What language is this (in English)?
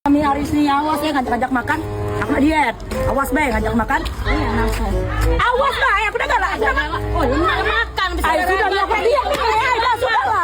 Musi